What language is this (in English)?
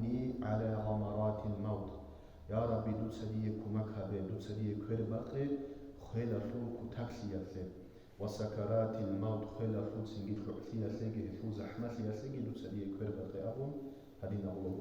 Avaric